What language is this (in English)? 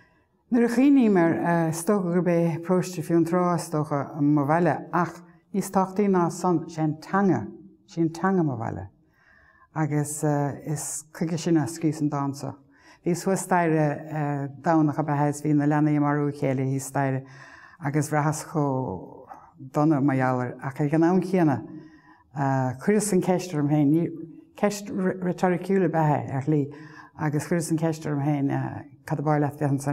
Irish